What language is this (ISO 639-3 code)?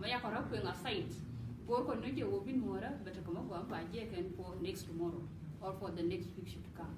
nus